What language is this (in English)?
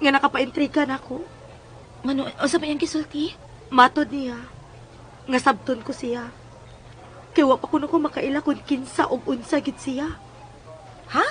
Cebuano